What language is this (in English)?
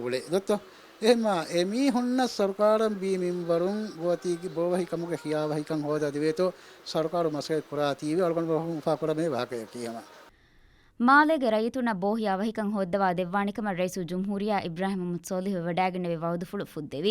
Divehi